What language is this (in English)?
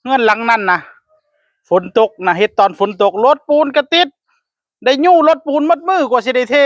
Northeastern Thai